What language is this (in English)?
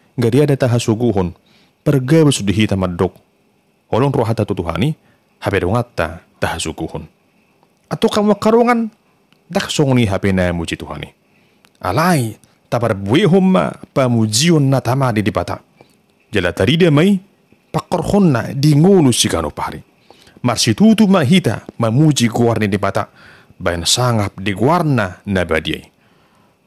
Batak Toba